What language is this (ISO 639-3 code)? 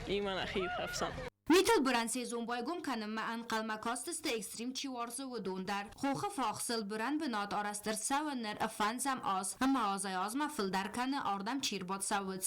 oss